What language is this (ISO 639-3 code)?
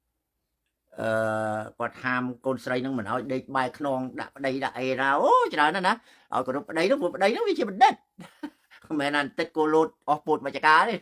khm